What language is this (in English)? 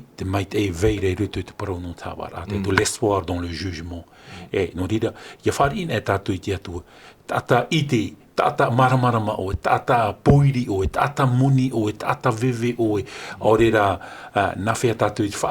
Tahitian